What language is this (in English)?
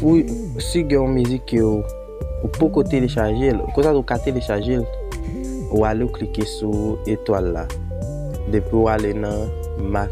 Haitian Creole